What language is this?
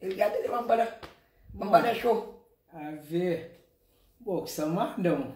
Kabuverdianu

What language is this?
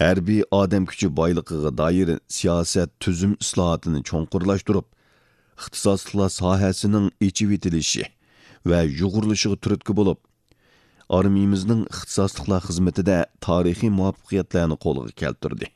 Uyghur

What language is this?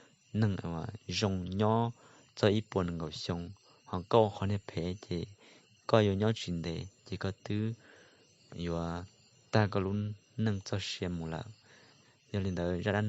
Hmong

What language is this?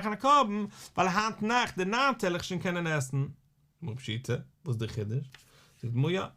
Yiddish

